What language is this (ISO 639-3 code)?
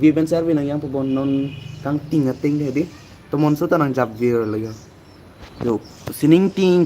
mjw